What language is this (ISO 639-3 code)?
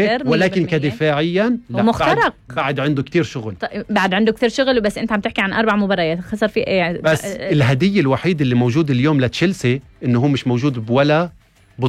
apc